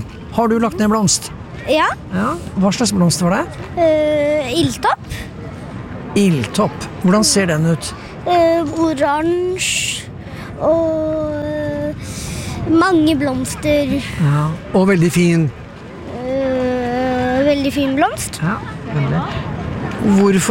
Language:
Norwegian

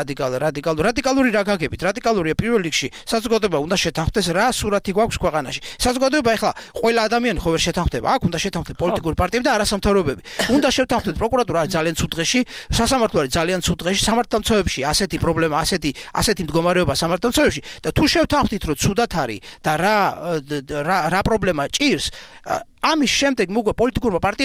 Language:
Georgian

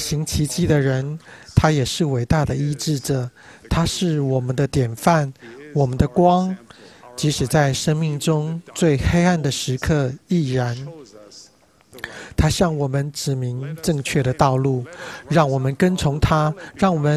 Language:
Chinese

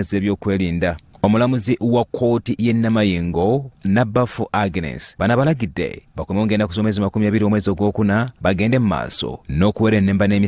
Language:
Ganda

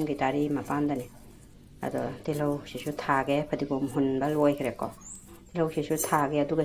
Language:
Manipuri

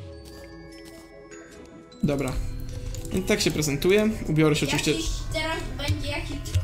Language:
Polish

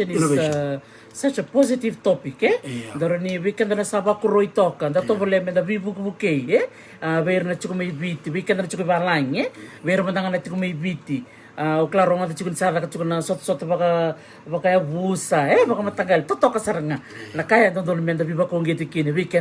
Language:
Fijian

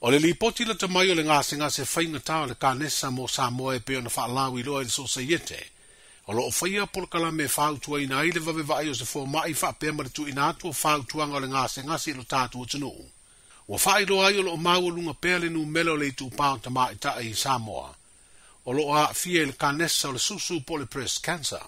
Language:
Samoan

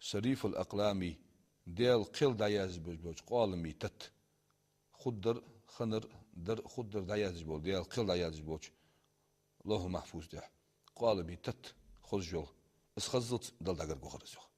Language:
Ingush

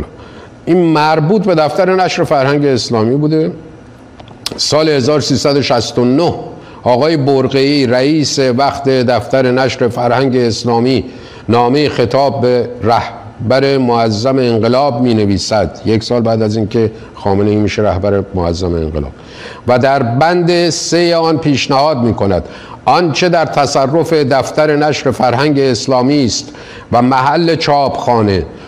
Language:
Persian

